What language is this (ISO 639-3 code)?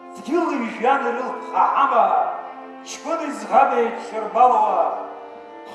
abk